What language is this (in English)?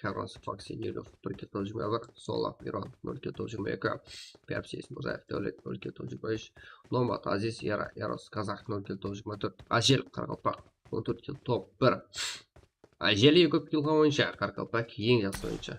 Kara-Kalpak